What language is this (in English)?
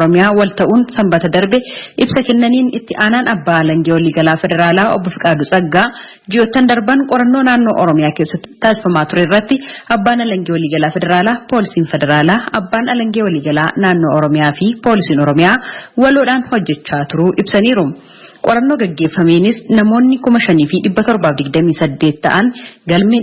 Oromo